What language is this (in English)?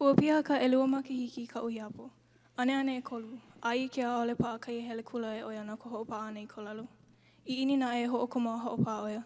Hawaiian